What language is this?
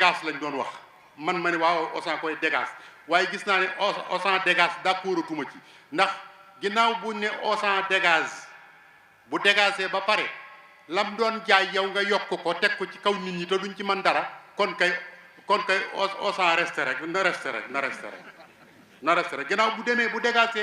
Wolof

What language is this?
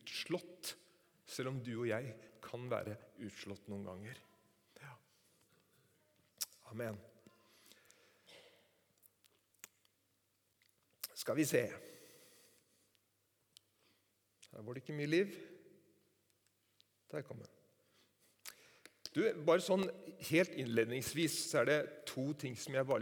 Norwegian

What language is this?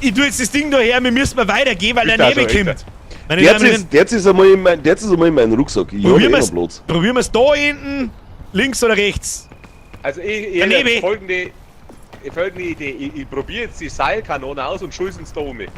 Bavarian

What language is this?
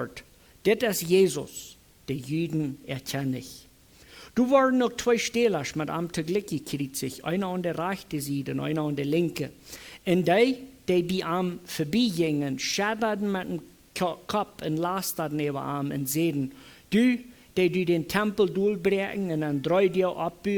Plautdietsch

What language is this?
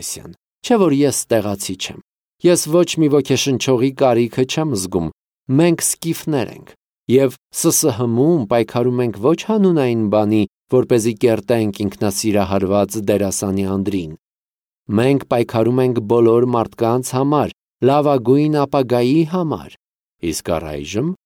Armenian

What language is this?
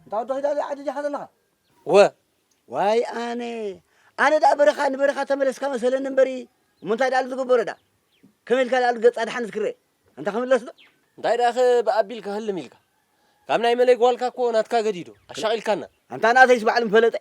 Tigrinya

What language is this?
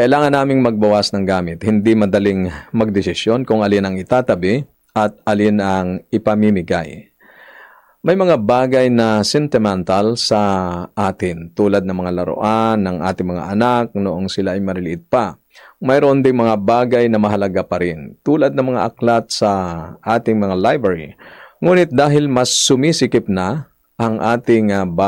Filipino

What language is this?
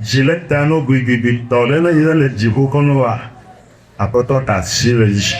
Ewe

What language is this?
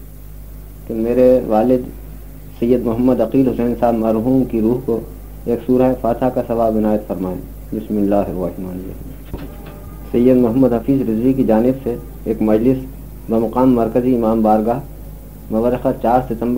Urdu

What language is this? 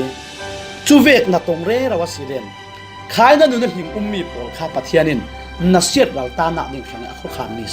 Falam Chin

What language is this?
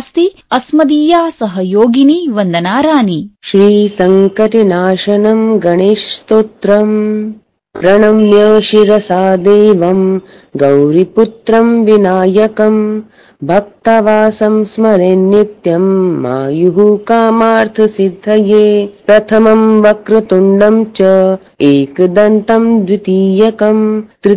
Sanskrit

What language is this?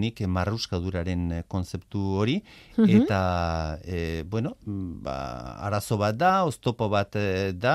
Basque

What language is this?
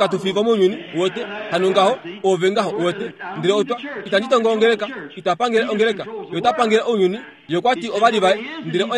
Kuanyama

